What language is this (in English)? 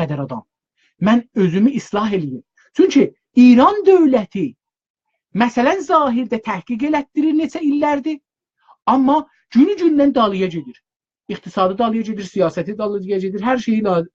South Azerbaijani